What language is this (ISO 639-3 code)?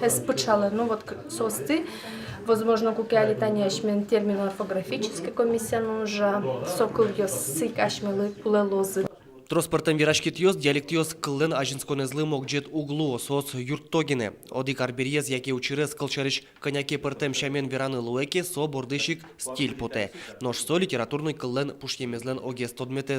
udm